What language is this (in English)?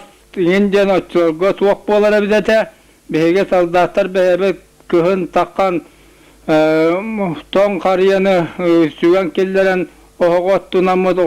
Yakut